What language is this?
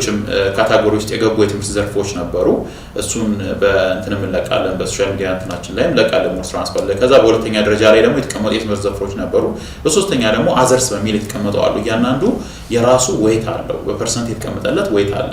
Amharic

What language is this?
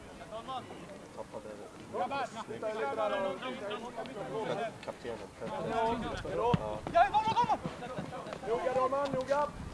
Swedish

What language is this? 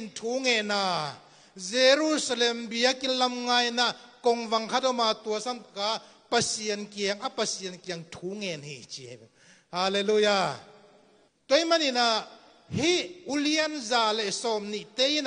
Tedim Chin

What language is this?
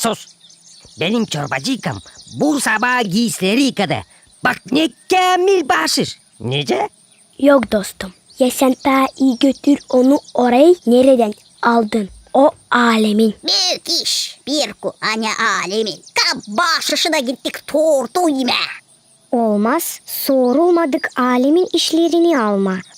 Gagauz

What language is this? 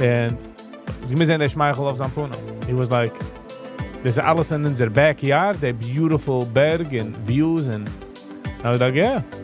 Yiddish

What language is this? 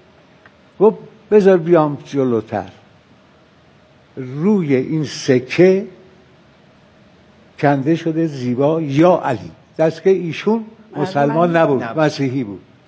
Persian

